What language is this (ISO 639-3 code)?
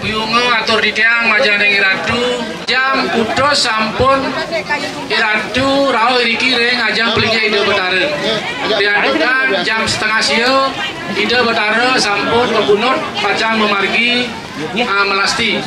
ban